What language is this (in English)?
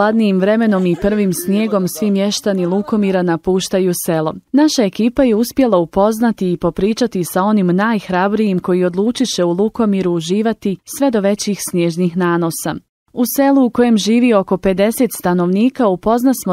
Bosnian